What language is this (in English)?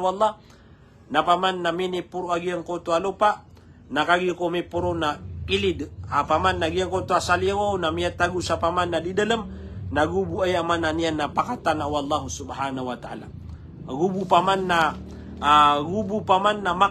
Maranao